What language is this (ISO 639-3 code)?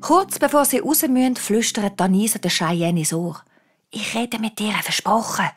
gsw